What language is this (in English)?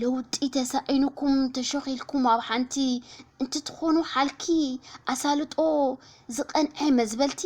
Tigrinya